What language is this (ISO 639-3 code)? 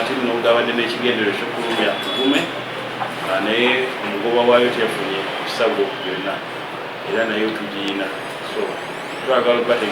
lug